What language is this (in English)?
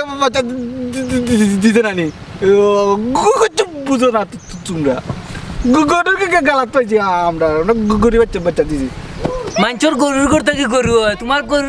Sylheti